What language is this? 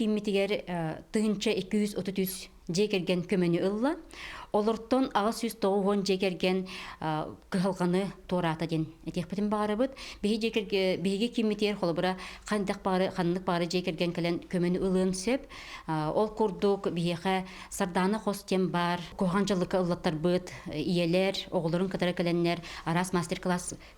Yakut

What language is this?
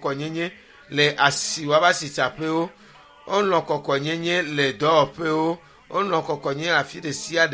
Ewe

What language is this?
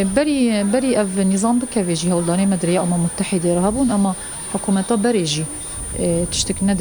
Kurdish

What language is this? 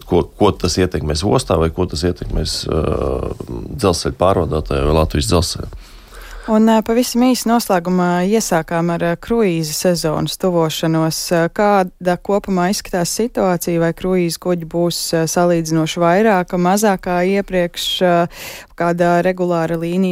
Latvian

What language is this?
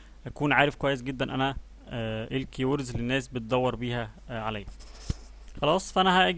Egyptian Arabic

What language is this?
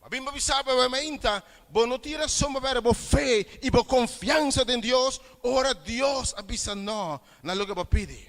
Papiamento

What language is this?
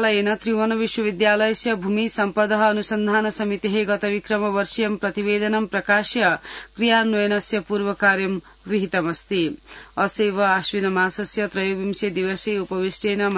Sanskrit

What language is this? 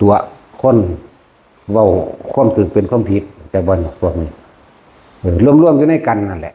Lao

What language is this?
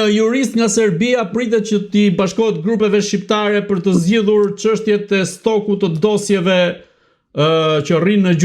Albanian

